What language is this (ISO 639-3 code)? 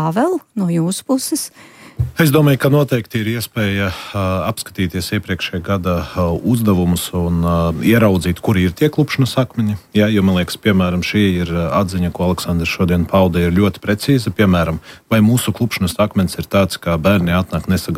lav